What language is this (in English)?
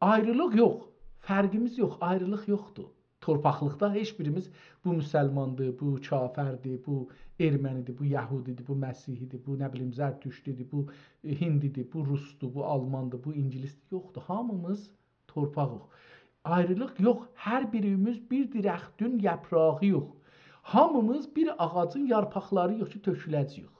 South Azerbaijani